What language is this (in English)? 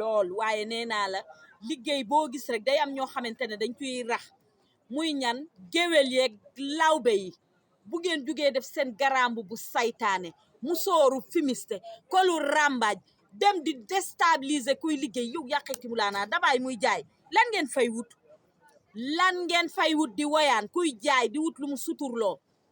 Wolof